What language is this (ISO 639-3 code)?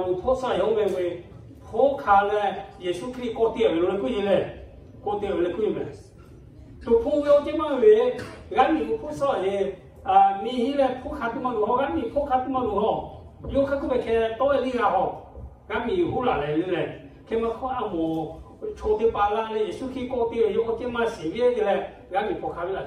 lhu